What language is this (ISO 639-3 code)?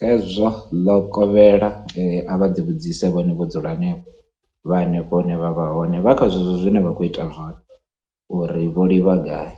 ven